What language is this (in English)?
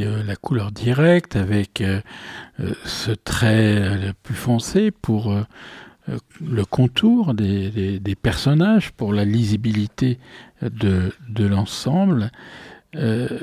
French